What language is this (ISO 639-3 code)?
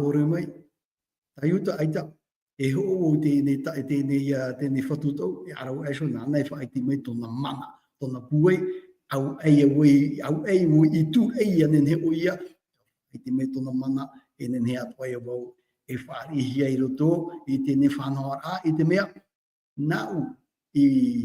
tah